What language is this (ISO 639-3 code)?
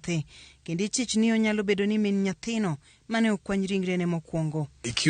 luo